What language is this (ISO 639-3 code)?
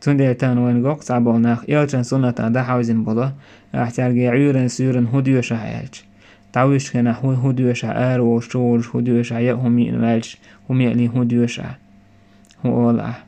che